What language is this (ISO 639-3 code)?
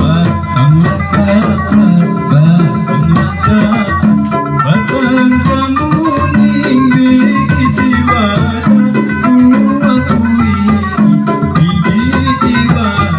bjn